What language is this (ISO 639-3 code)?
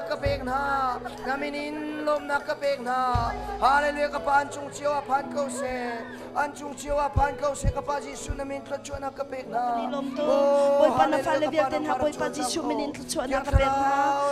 cnh